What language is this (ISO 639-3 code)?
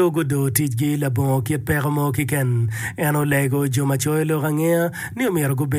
ach